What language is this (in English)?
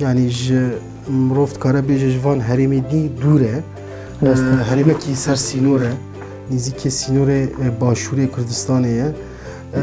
Kurdish